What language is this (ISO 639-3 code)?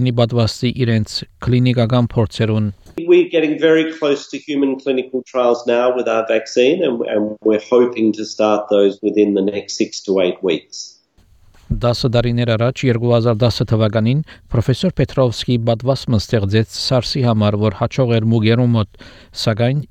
hye